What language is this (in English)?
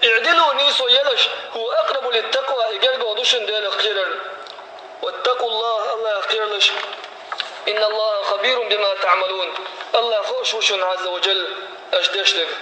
Chechen